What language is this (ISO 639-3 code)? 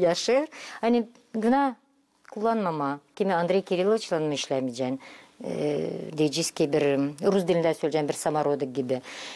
gag